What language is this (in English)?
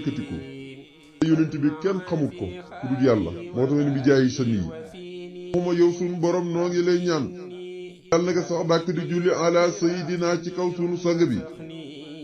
Wolof